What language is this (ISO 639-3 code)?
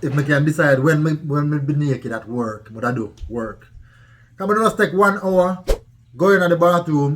jam